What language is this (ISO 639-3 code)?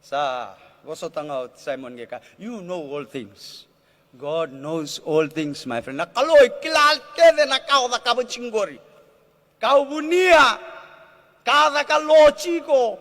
fij